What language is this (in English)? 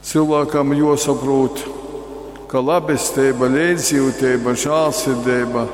Latgalian